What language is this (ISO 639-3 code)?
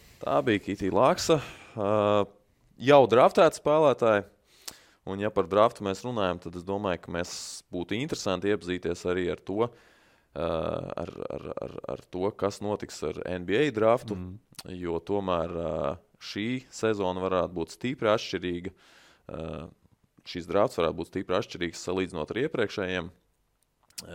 lav